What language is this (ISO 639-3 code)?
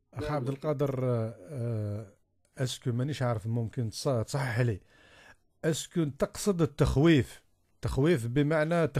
arq